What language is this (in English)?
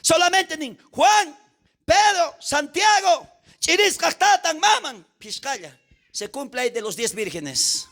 South Bolivian Quechua